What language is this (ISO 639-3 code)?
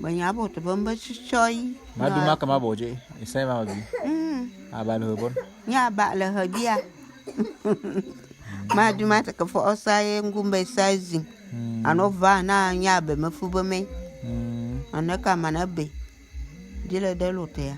bum